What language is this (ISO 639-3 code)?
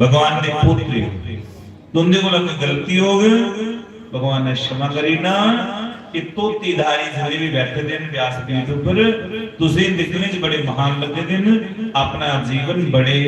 doi